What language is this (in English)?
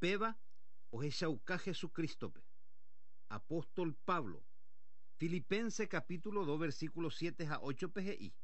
Guarani